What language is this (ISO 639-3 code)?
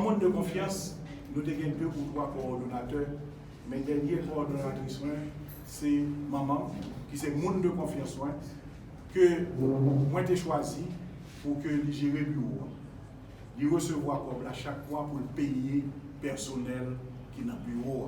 hat